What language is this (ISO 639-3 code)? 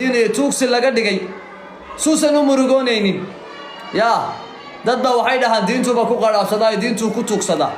som